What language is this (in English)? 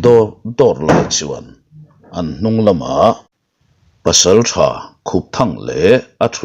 Mizo